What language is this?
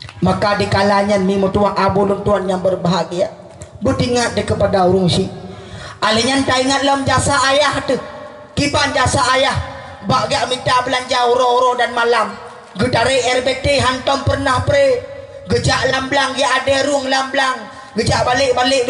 Achinese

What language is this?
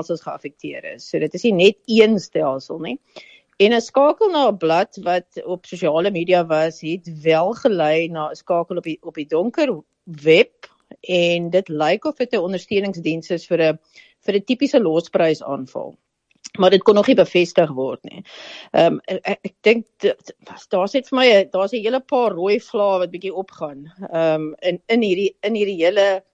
Afrikaans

